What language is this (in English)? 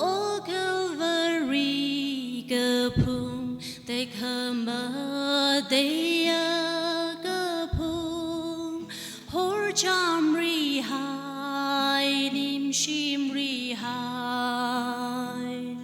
Tangkhul Naga (India)